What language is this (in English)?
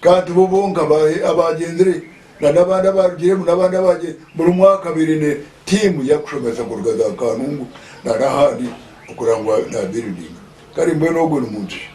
Nyankole